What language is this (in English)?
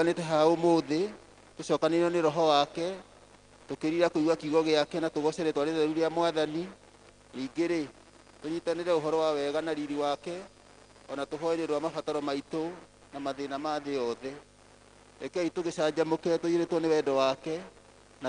Kikuyu